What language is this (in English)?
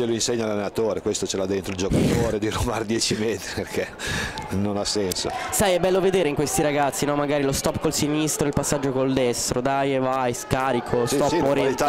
Italian